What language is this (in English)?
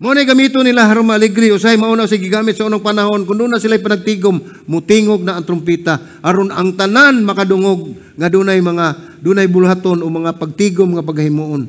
Cebuano